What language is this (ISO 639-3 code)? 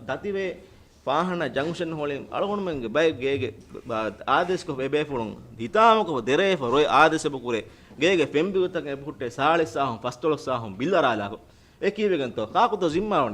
div